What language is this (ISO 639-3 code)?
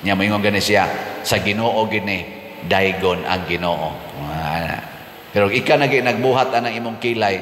ceb